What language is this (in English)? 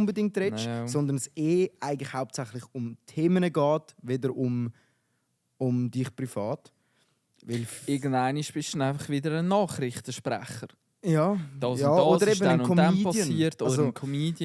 Swiss German